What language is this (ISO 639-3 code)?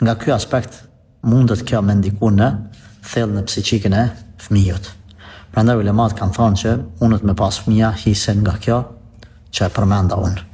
sqi